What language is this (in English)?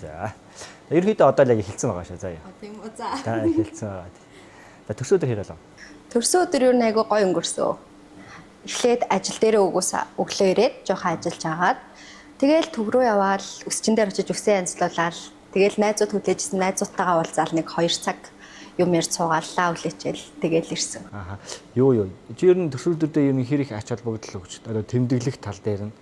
Mongolian